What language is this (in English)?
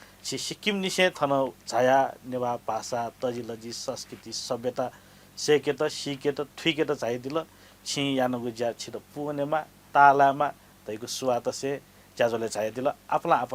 Newari